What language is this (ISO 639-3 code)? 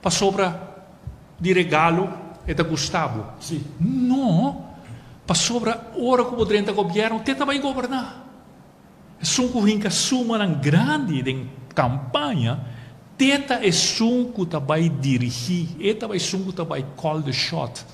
pap